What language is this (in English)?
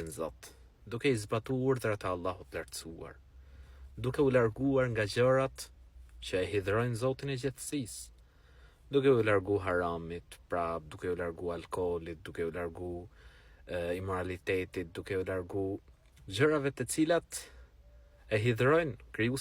Albanian